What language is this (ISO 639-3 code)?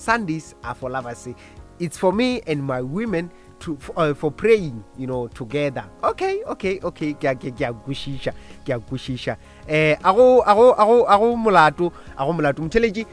nso